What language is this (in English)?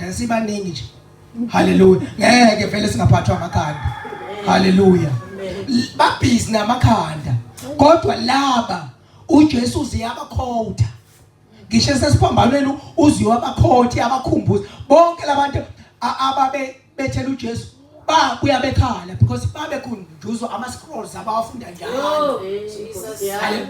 Zulu